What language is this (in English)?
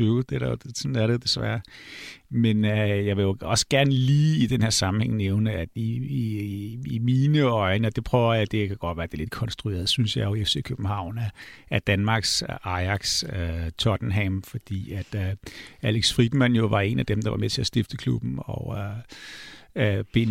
Danish